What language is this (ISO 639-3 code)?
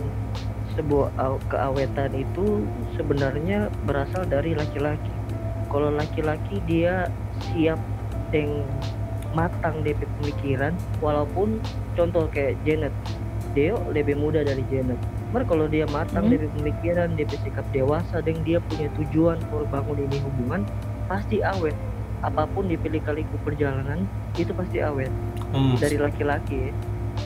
xmm